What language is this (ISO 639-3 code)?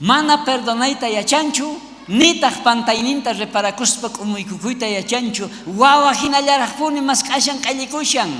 quh